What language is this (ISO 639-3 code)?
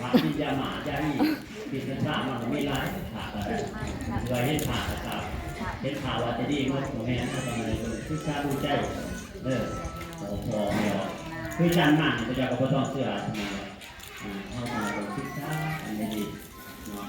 tts